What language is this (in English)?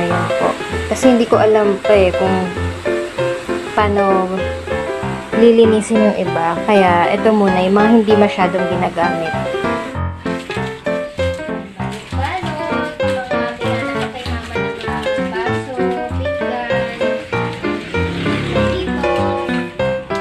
Filipino